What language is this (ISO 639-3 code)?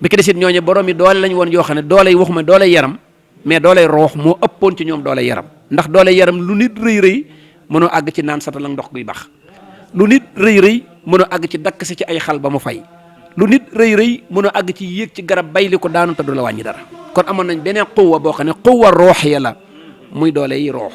wol